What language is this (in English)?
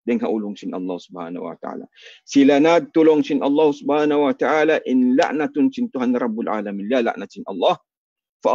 Tausug